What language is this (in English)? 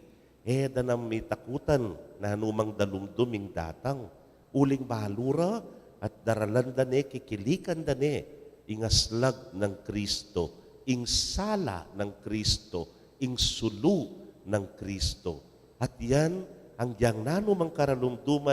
Pampanga